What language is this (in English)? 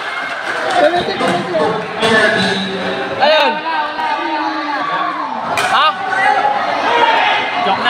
Filipino